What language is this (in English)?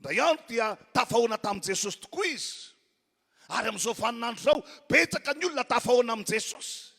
Malagasy